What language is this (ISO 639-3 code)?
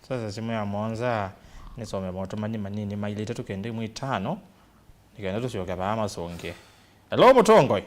kam